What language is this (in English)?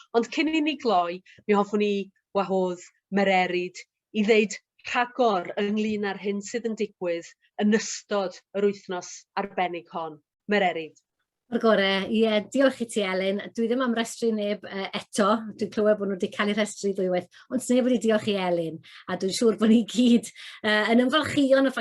Welsh